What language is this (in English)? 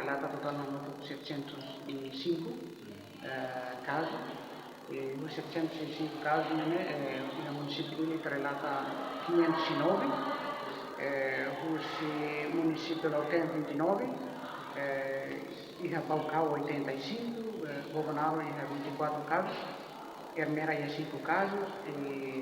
Tetum